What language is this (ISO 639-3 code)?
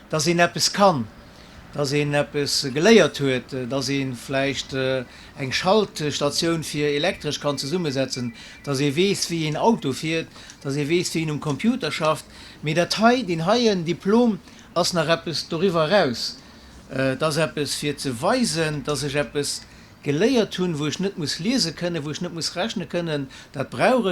ltz